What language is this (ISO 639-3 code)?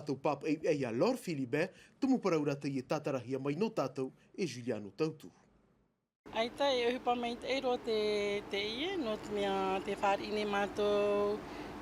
tah